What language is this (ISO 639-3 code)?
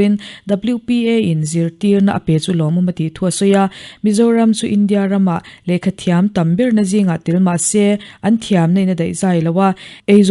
lus